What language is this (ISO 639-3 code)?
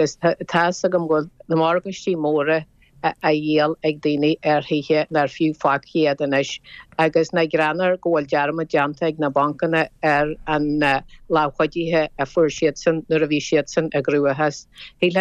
gle